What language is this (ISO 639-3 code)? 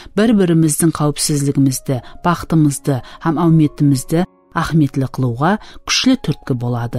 kaa